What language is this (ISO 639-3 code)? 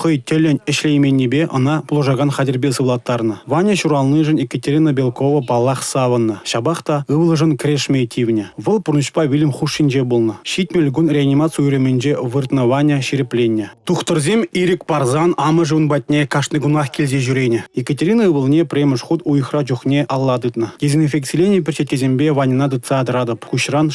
chv